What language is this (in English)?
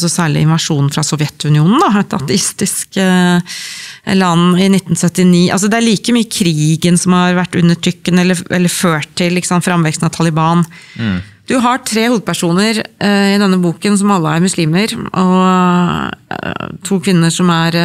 Norwegian